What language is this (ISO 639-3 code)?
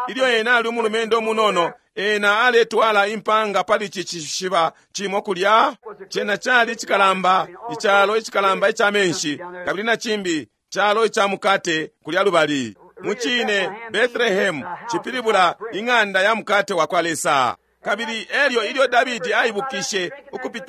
bem